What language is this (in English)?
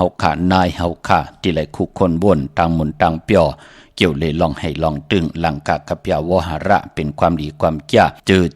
Shan